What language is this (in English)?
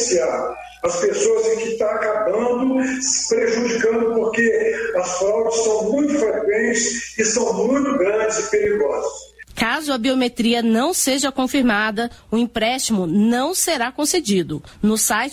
Portuguese